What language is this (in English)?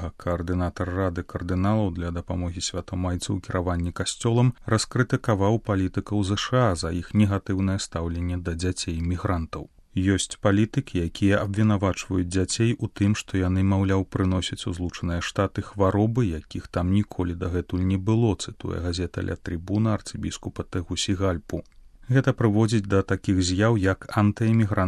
Belarusian